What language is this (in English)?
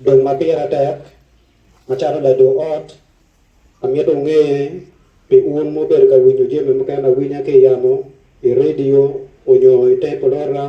Acoli